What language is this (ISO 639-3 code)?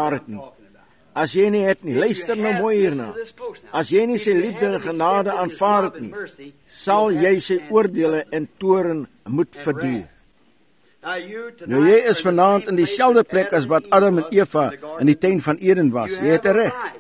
afr